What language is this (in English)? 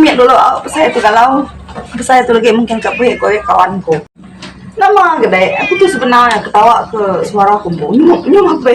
Iban